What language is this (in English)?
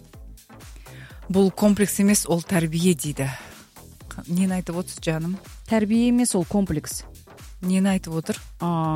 Kazakh